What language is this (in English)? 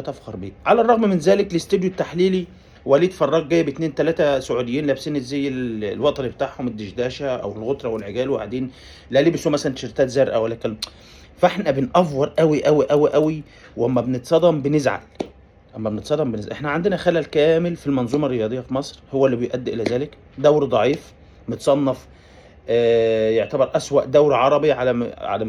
Egyptian Arabic